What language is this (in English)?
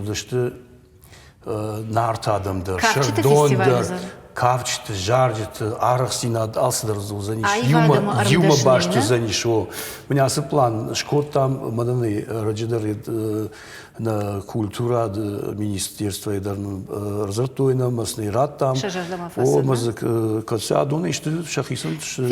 Ossetic